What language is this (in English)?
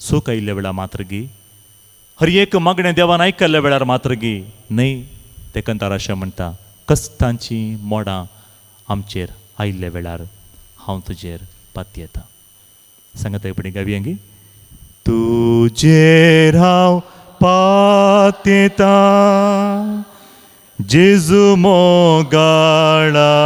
Konkani